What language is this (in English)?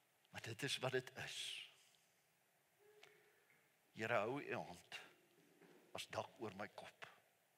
Afrikaans